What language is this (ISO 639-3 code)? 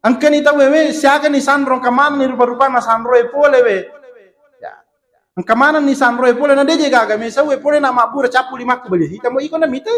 bug